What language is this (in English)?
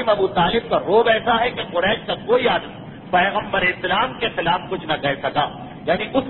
Urdu